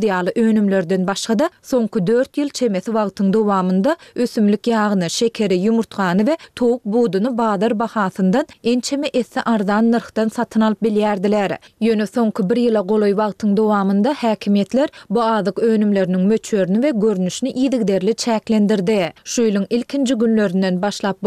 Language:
Turkmen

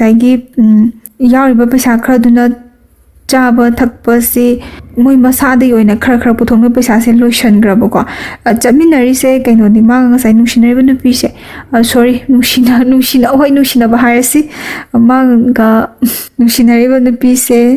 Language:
Manipuri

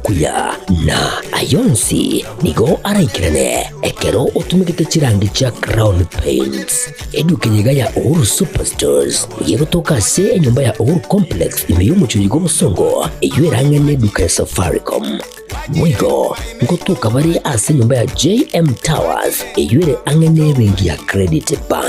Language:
Gusii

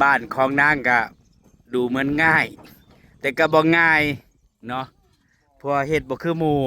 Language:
Northeastern Thai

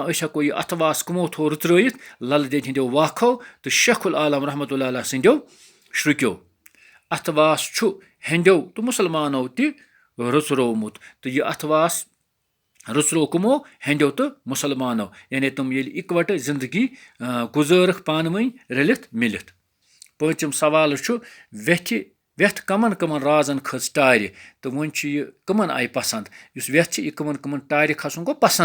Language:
Kashmiri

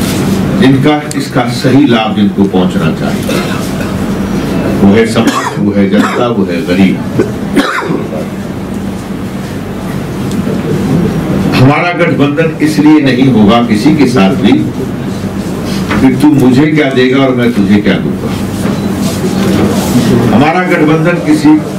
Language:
Hindi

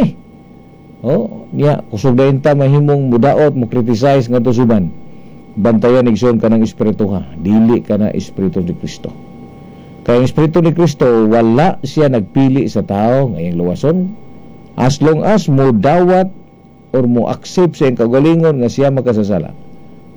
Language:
Cebuano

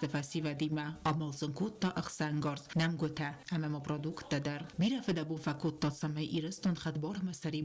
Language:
Ossetic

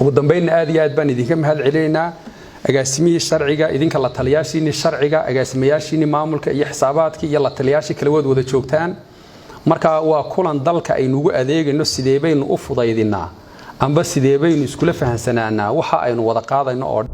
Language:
Somali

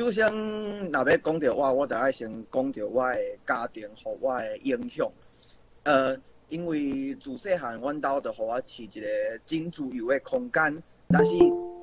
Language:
Min Nan Chinese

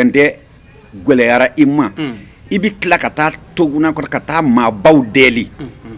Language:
Bambara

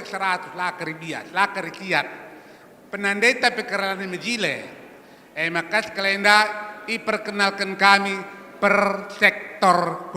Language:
Batak Karo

